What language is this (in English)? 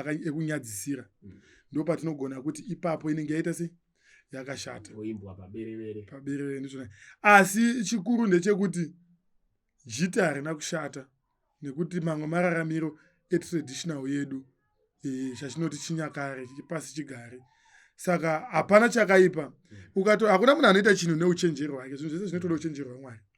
Shona